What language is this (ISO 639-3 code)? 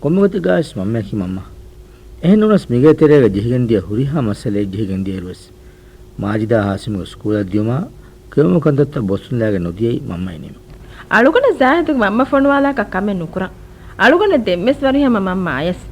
div